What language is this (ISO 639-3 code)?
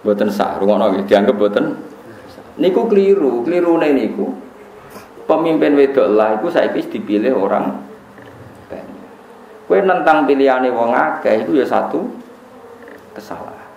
jav